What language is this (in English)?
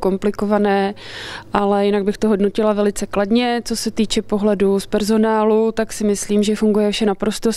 Czech